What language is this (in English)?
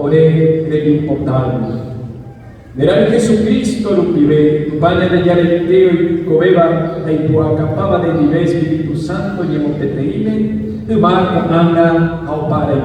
Guarani